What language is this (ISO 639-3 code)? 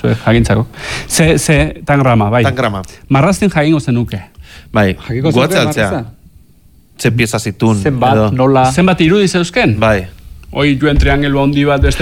eus